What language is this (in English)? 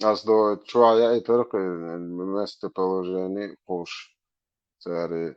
Chechen